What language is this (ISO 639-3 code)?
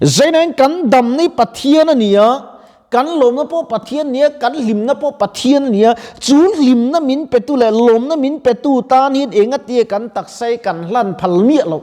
lus